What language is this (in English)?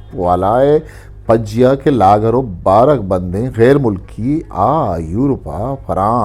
Eastern Balochi